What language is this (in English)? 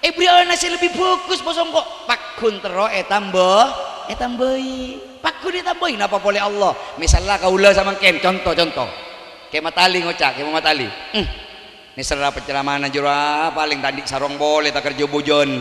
Madurese